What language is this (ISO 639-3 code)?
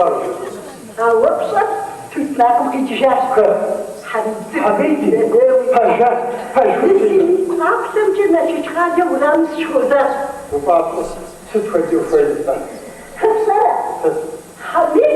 kbd